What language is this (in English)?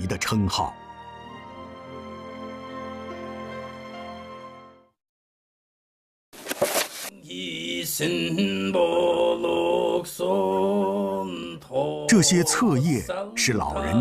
Chinese